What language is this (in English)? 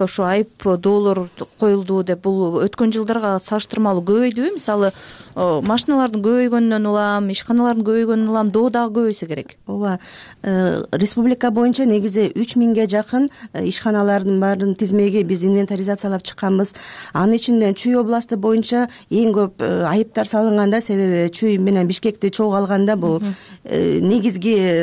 Kyrgyz